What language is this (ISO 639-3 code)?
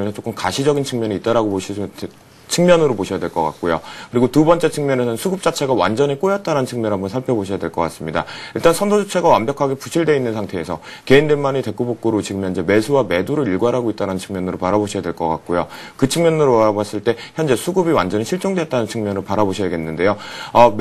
kor